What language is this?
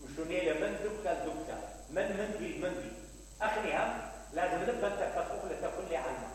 Mesopotamian Arabic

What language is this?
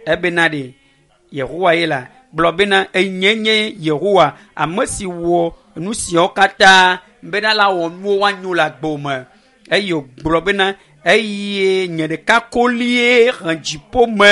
Ewe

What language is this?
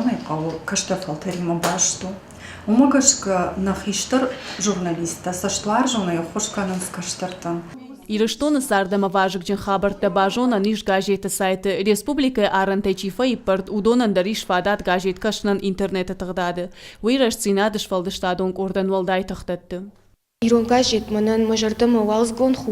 Ossetic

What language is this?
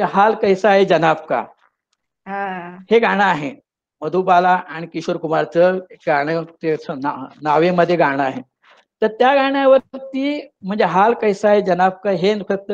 Marathi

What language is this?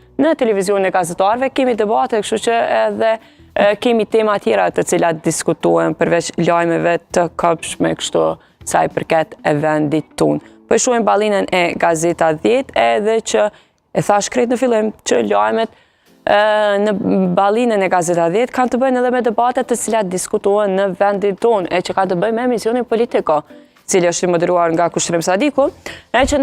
Albanian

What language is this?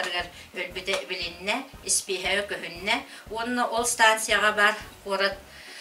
Yakut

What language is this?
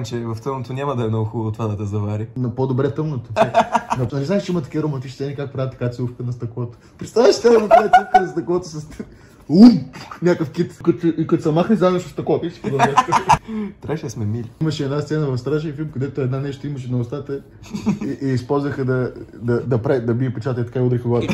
Bulgarian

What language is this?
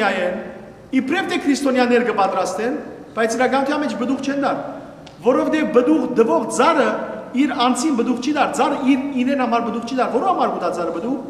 Western Armenian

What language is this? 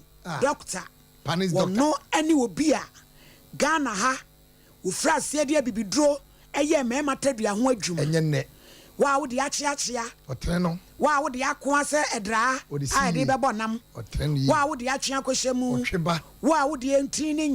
Akan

